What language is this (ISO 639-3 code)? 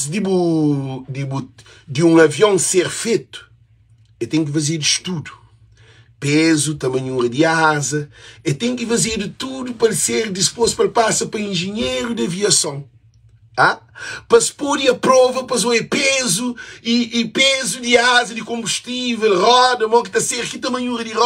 kea